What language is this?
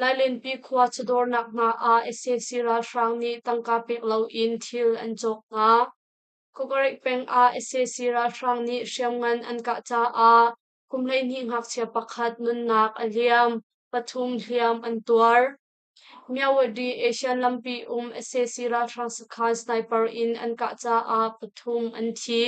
Hakha Chin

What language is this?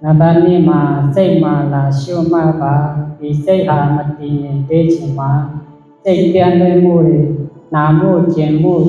Shan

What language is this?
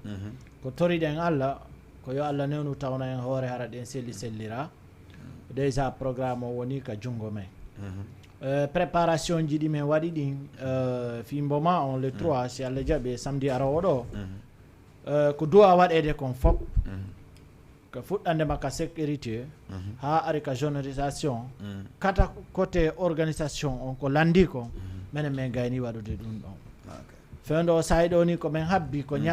Fula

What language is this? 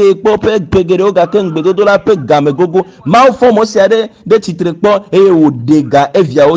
Ewe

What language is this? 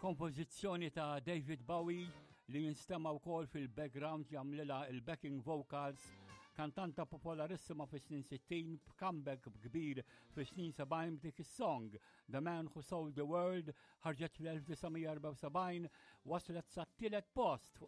Maltese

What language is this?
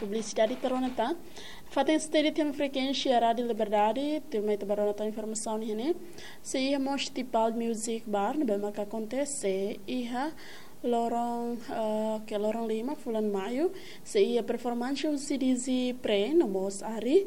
Tetum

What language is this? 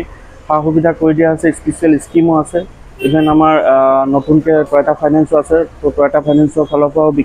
Assamese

